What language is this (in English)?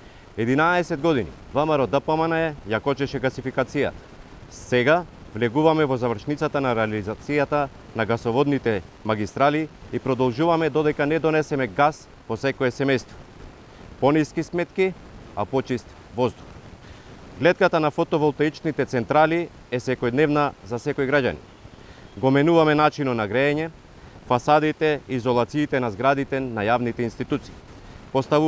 Macedonian